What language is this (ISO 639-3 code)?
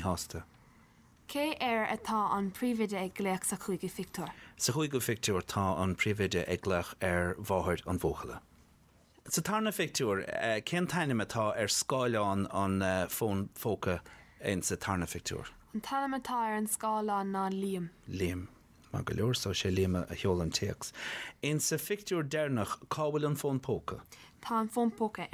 gle